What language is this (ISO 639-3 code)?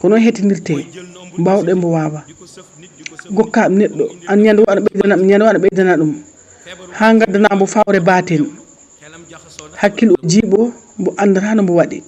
ful